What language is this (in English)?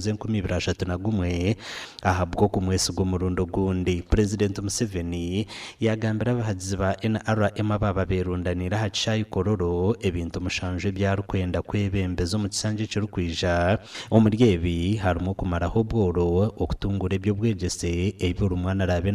Nyankole